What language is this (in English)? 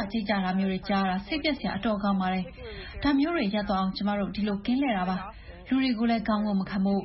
Burmese